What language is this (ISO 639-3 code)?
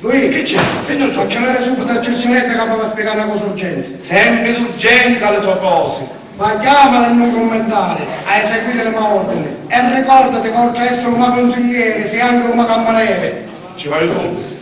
scn